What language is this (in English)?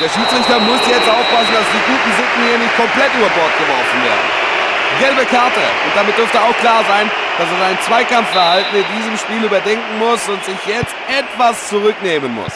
Bavarian